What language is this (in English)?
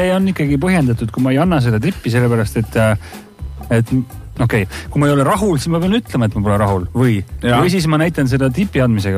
Estonian